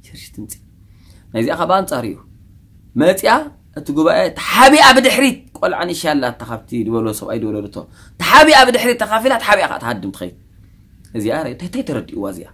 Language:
Tigrinya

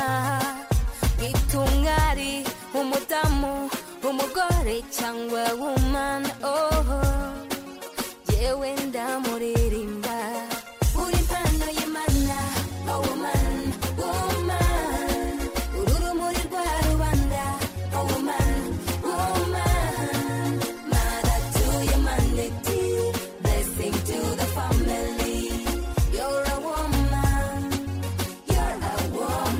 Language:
Kinyarwanda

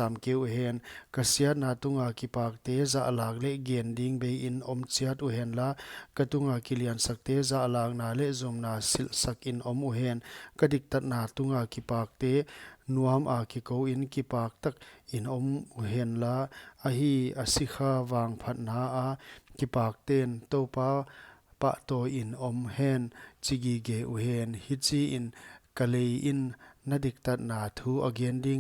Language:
Paite Chin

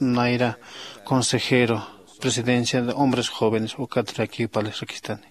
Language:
Aymara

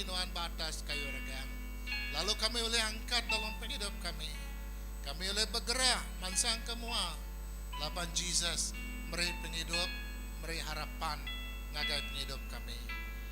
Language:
Iban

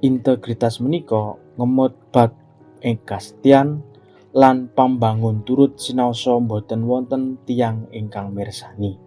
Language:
Javanese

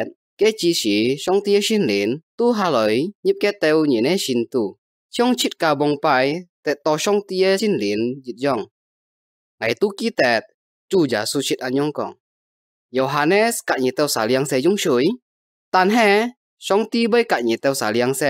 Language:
Hakka Chinese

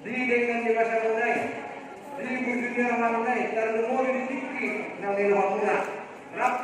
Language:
Batak Toba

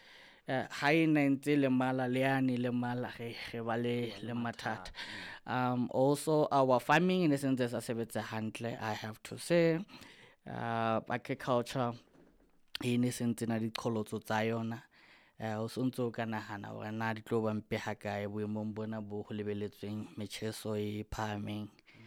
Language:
Southern Sotho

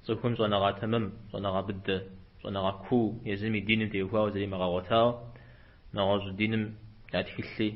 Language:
Kabardian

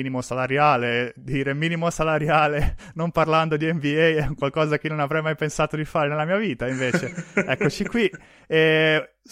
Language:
Italian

